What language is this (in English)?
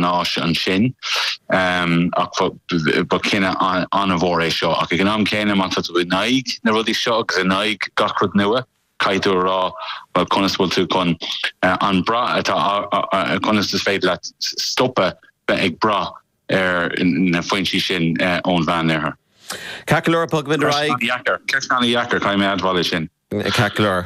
Irish